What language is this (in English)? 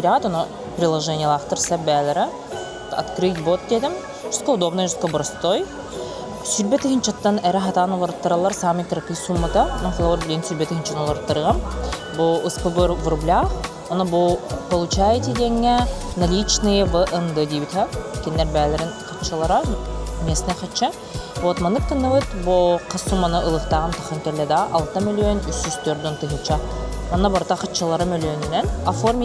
Yakut